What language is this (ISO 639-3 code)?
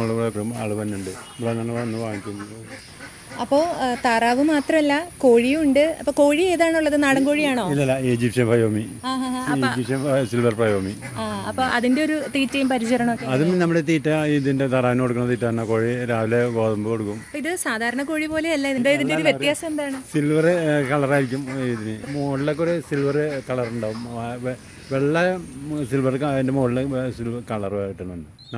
mal